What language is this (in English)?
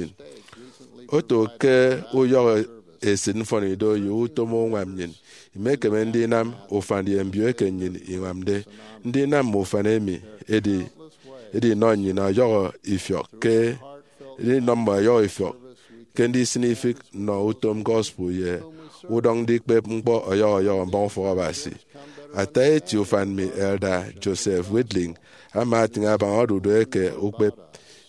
Efik